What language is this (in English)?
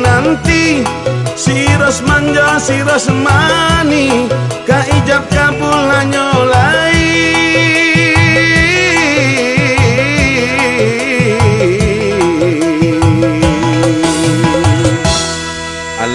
Minangkabau